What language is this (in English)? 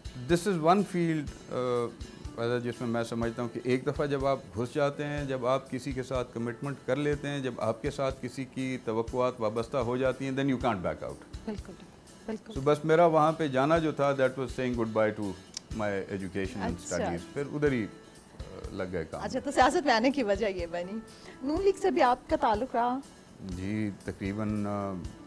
Urdu